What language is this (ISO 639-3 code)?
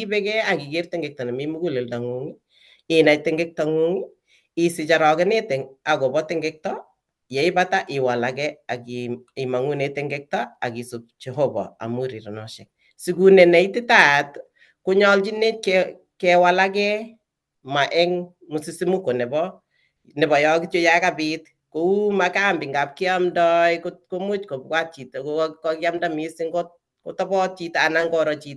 kln